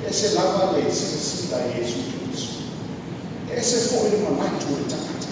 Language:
Samoan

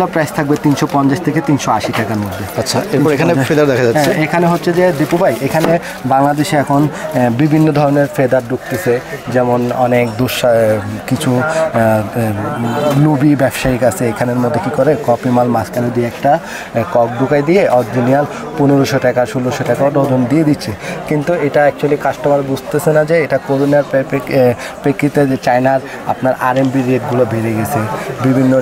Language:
Bangla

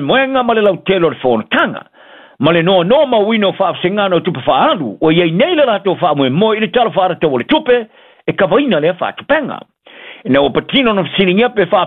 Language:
Samoan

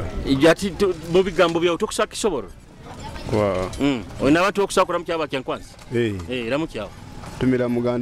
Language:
Nyoro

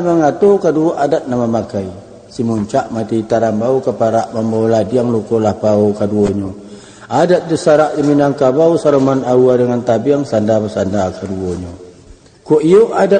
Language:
Minangkabau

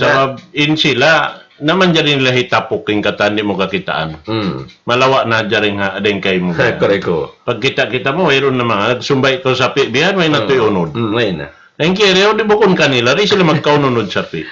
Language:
Tausug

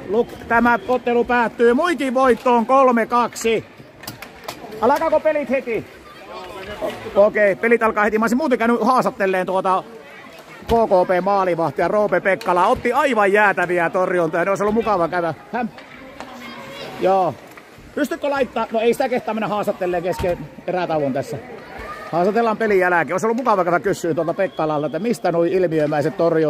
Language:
Finnish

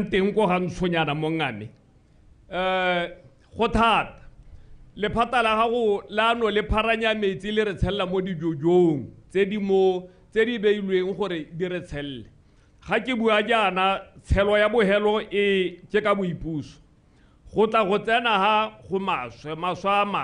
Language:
Tswana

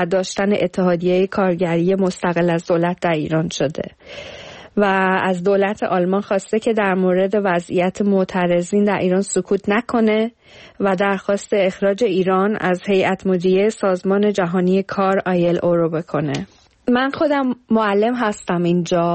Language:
Persian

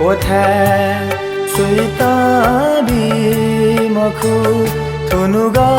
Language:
Newari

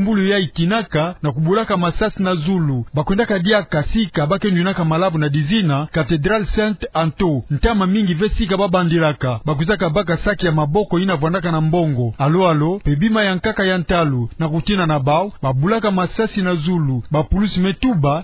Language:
Kituba (Democratic Republic of Congo)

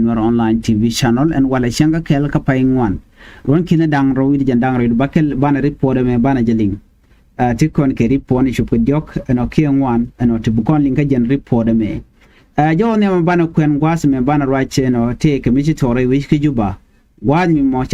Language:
Nuer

